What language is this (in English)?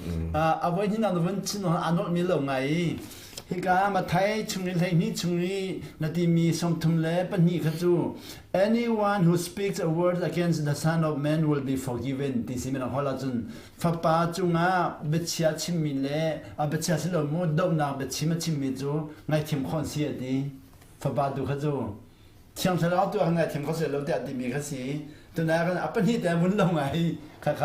Hakha Chin